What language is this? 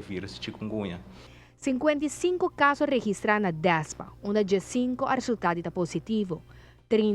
Papiamento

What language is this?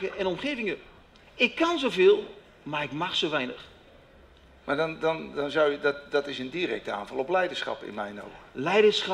Dutch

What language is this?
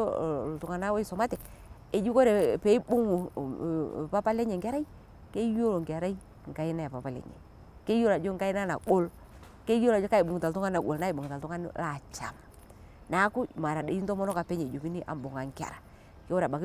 Masai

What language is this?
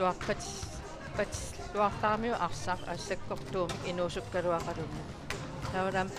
Kalaallisut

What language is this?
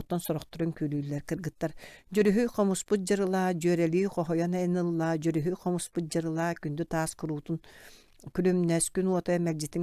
Yakut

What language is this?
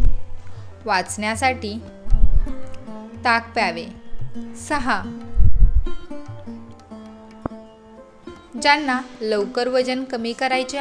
Marathi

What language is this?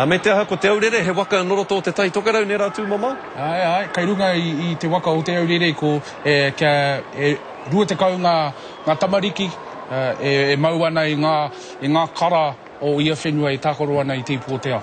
Māori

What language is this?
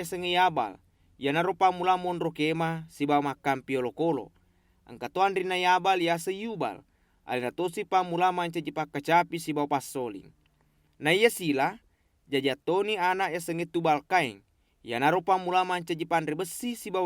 Buginese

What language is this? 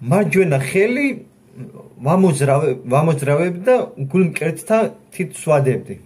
Georgian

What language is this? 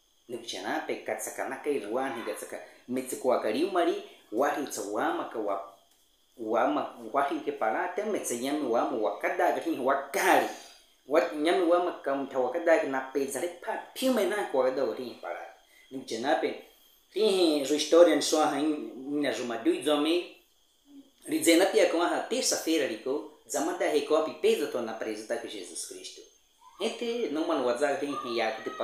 Baniwa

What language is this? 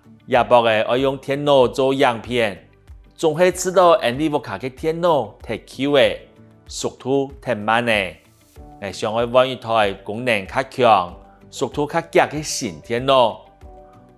Hakka Chinese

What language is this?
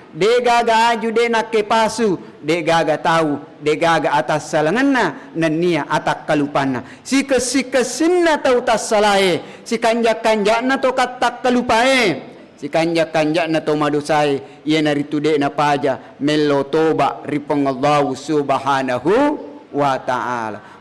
Buginese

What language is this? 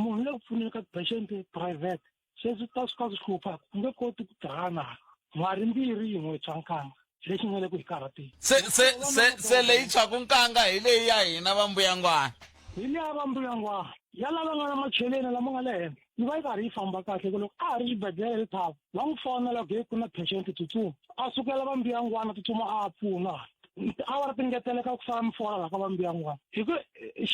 Tsonga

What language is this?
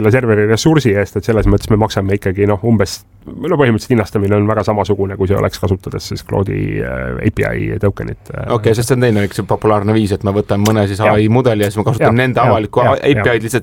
Estonian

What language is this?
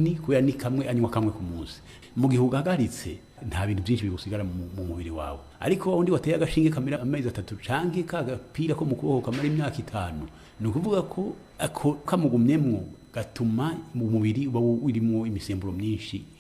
Rundi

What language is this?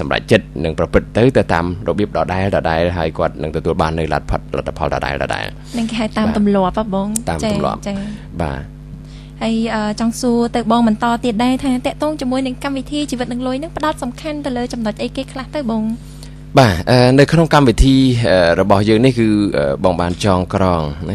Khmer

